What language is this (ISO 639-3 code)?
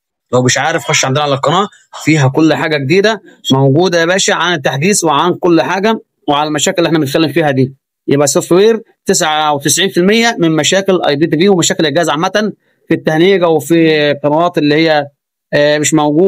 arz